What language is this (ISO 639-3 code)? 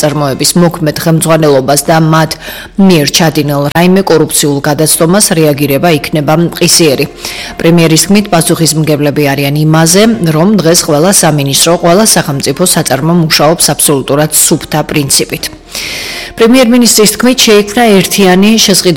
kat